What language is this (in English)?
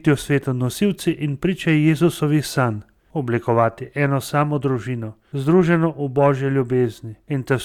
Slovenian